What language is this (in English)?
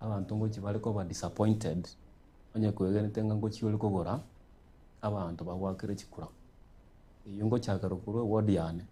Gusii